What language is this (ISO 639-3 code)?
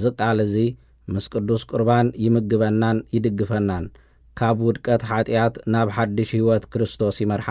tir